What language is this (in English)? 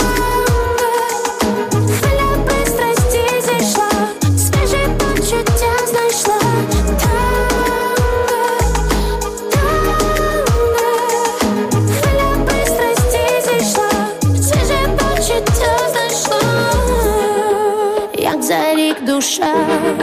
Ukrainian